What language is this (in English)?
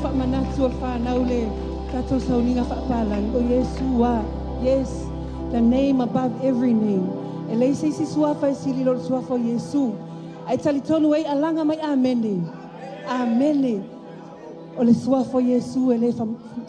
Samoan